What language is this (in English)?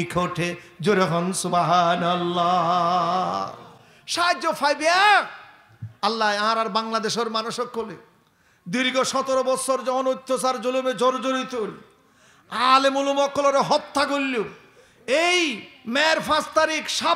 Rohingya